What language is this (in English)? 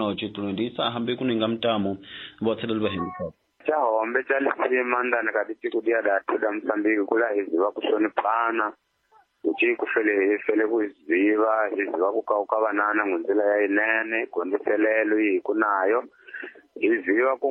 Tsonga